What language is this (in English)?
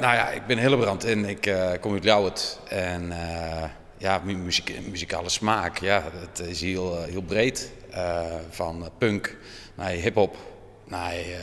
Western Frisian